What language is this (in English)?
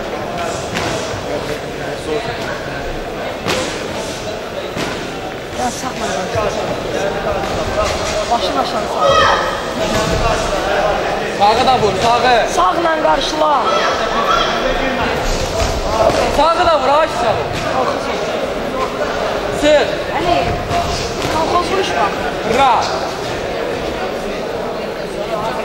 Turkish